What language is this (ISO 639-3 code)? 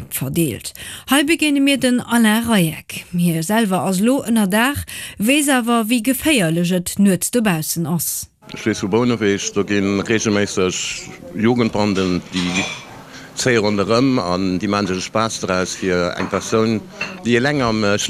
ltz